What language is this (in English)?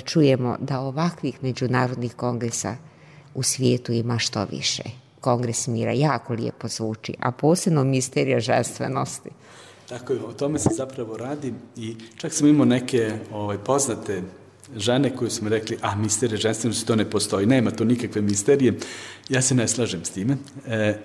Serbian